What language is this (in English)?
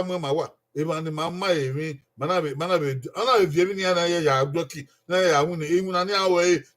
Bini